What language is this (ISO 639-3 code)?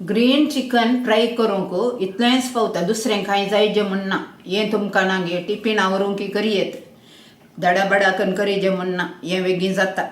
kok